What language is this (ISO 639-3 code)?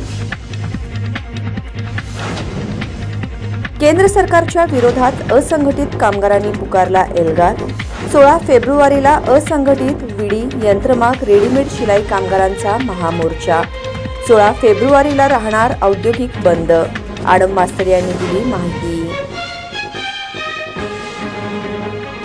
mar